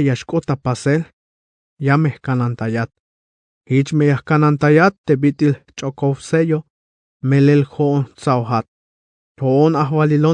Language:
Tzeltal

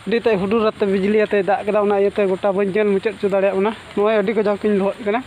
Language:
Santali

